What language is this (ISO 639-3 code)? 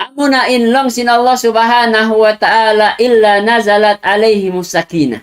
tsg